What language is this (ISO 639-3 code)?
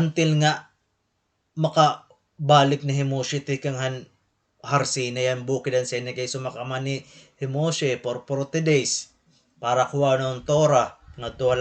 war